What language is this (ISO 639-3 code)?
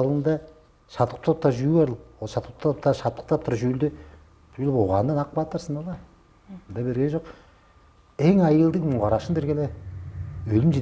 tyv